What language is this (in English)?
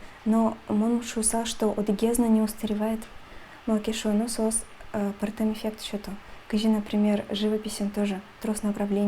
Udmurt